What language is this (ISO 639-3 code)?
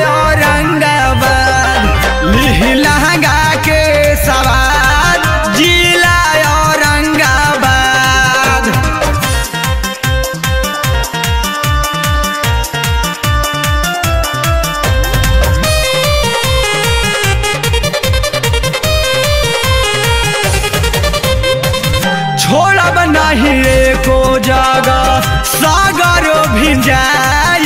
bho